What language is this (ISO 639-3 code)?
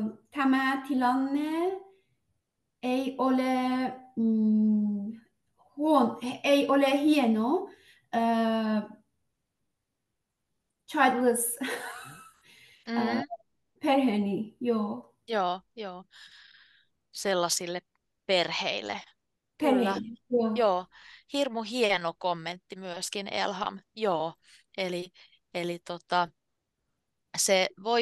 fin